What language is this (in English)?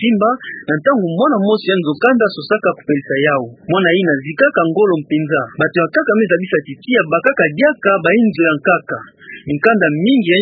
Kituba (Democratic Republic of Congo)